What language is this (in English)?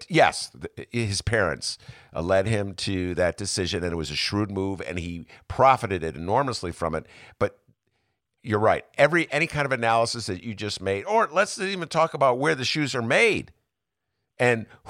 English